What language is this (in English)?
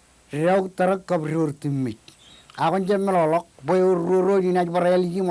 Marshallese